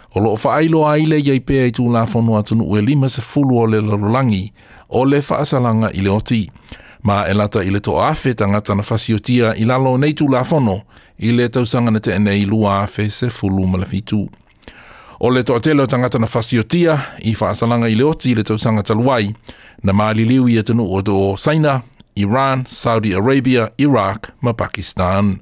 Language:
Samoan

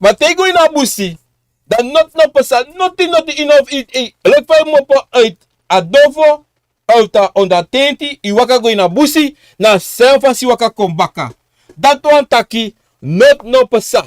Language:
Sranan Tongo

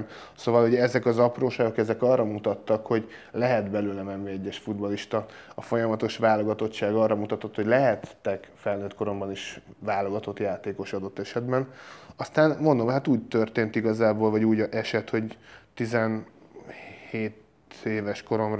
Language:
Hungarian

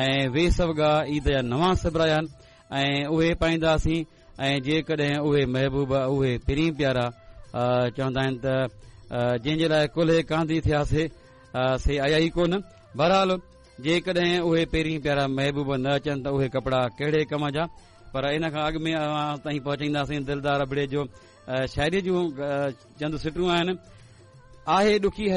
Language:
Sindhi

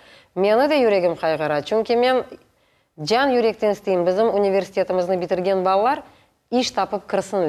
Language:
Crimean Tatar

